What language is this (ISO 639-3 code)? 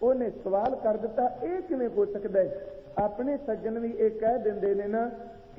pan